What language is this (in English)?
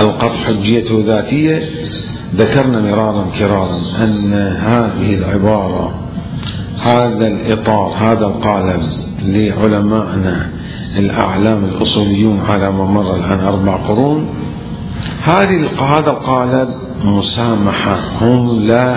Mesopotamian Arabic